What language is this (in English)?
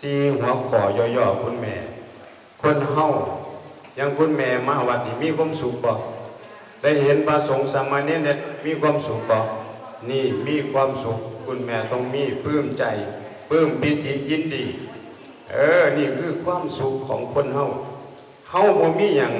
Northeastern Thai